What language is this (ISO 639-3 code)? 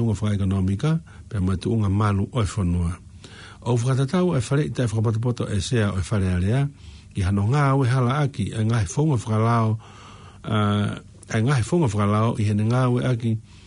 ton